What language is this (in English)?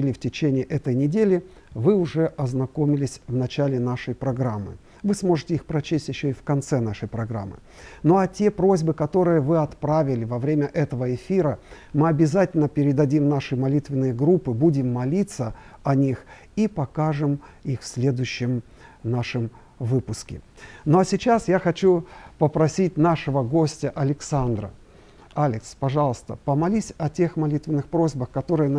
Russian